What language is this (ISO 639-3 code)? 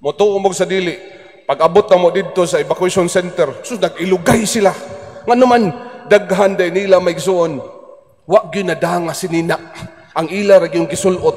ceb